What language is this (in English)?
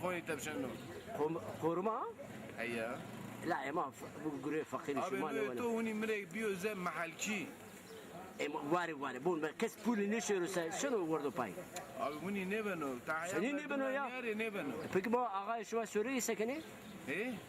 Zaza